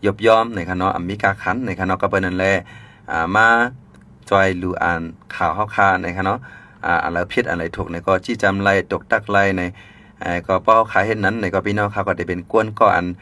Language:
Shan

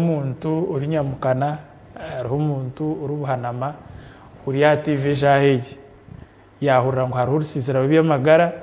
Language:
Nyankole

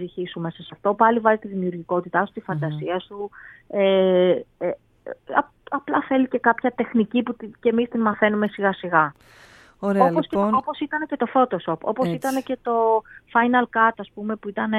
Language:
Greek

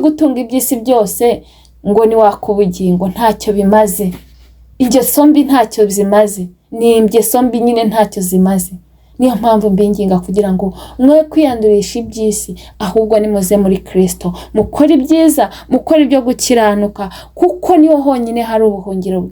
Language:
Kinyarwanda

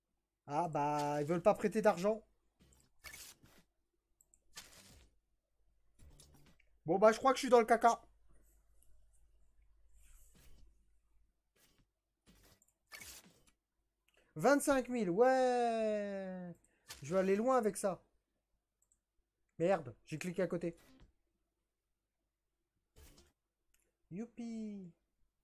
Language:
French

